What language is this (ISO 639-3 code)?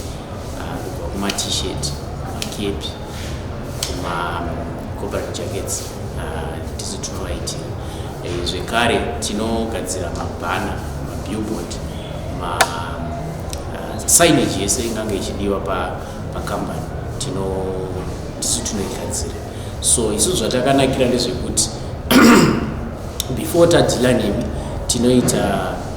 sna